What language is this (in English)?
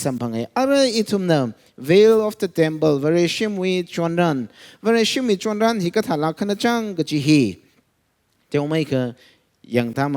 Tangkhul Naga (India)